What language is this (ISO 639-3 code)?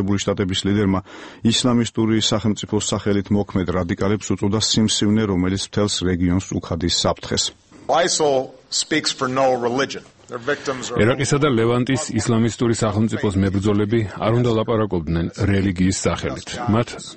kat